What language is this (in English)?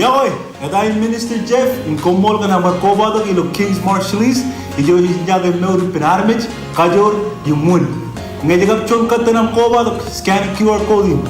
Marshallese